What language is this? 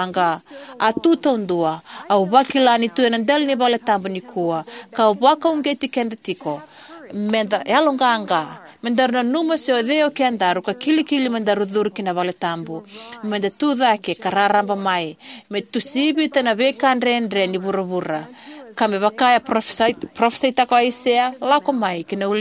Fijian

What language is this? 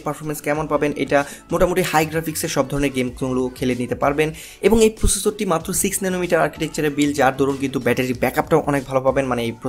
Bangla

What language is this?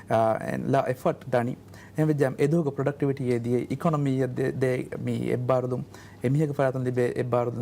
Divehi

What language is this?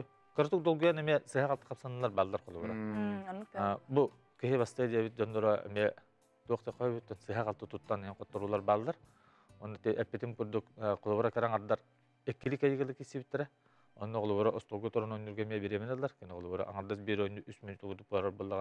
Yakut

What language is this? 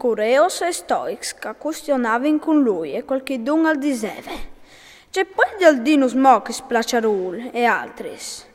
Friulian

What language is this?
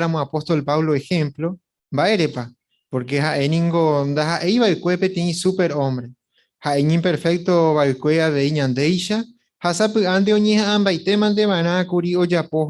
Guarani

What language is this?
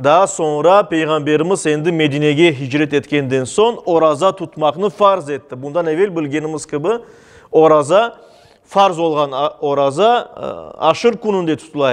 Crimean Tatar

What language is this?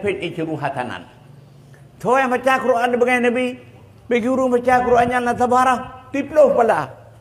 Achinese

